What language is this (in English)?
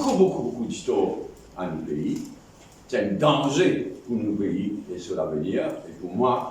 Morisyen